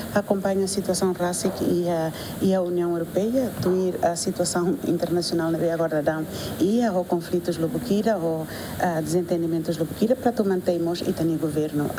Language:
Tetum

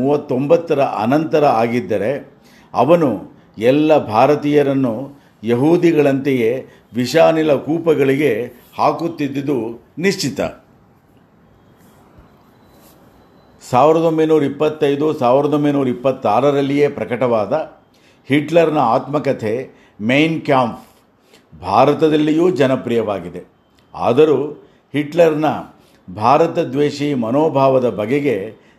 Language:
Kannada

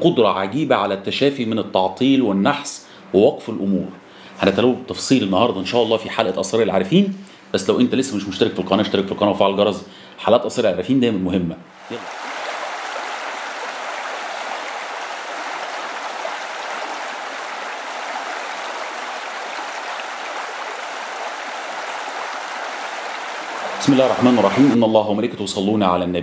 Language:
Egyptian Arabic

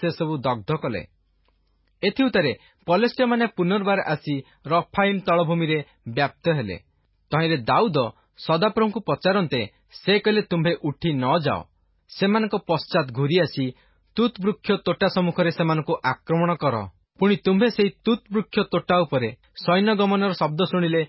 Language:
Odia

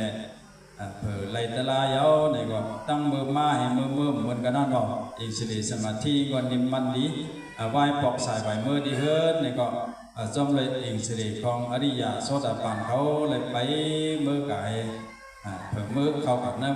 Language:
Shan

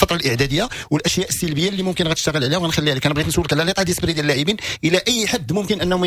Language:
Moroccan Arabic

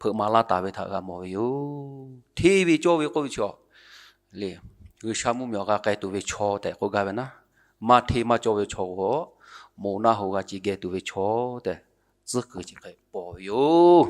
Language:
Lahu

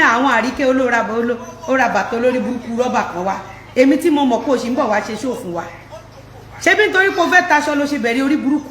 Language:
Yoruba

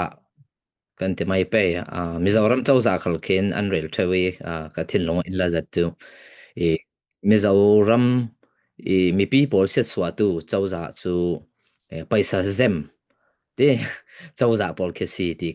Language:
Falam Chin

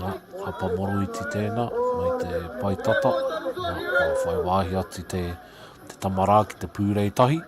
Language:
Māori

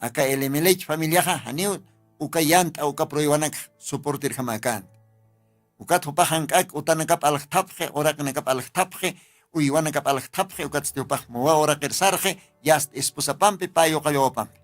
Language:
Aymara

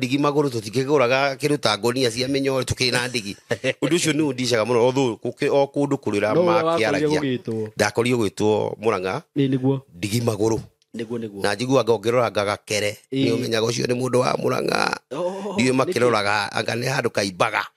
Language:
Kikuyu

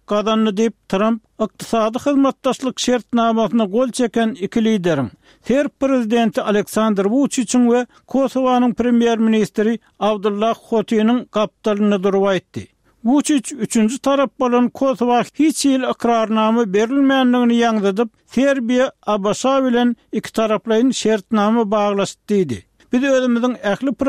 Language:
Turkmen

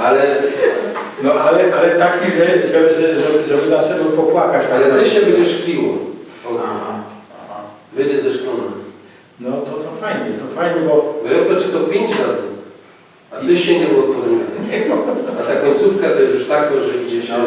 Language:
Silesian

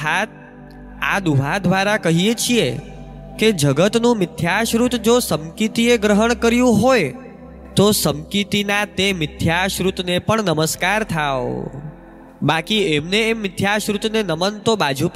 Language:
Gujarati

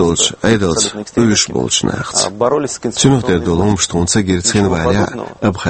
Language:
Chechen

